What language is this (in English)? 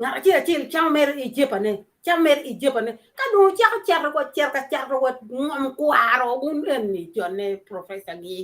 Acoli